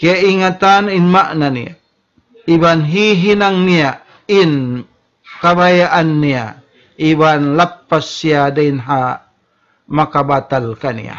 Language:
Tausug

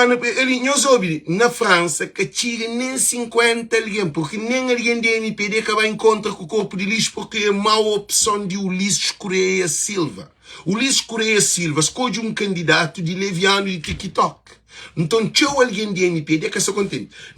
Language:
Kabuverdianu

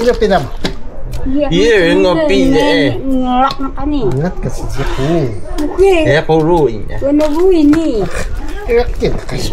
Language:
Taroko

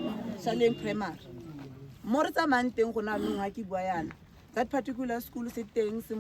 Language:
Tswana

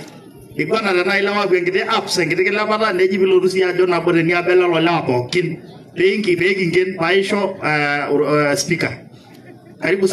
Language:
Masai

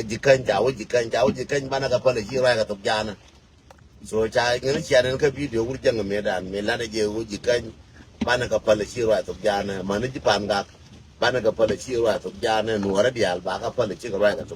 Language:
Nuer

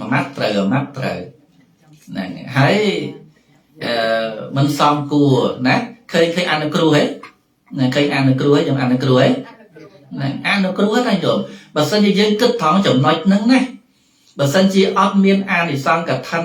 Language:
Khmer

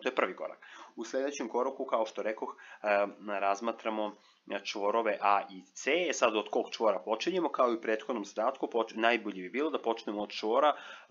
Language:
Serbian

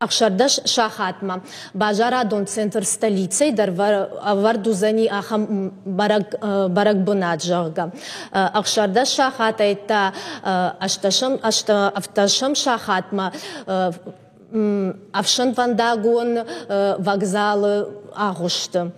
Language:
Ossetic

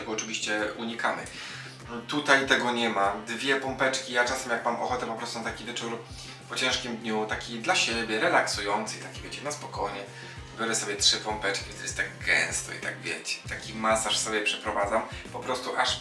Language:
Polish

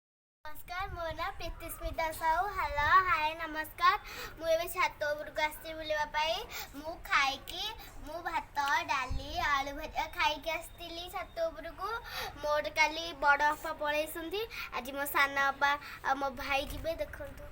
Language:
Odia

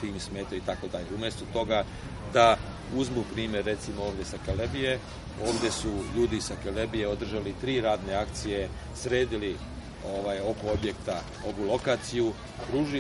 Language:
Serbian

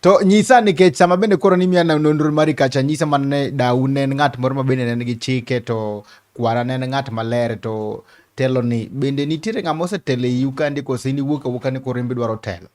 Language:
Luo (Kenya and Tanzania)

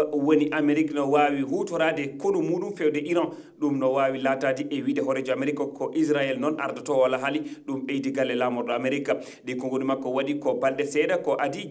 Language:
Fula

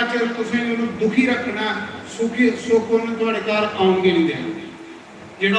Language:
Dogri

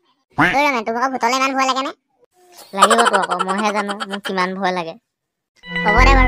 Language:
Assamese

